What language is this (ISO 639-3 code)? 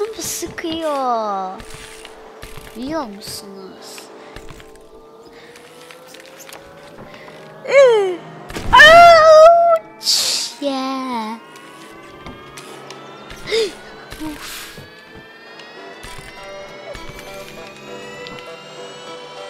tur